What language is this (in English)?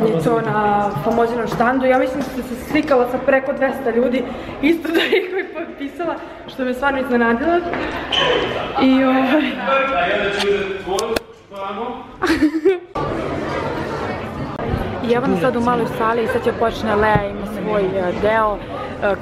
Serbian